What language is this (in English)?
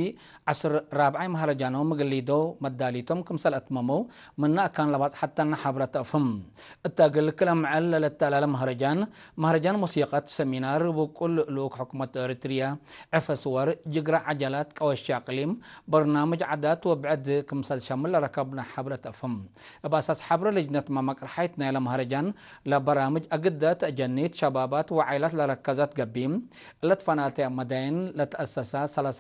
Tigre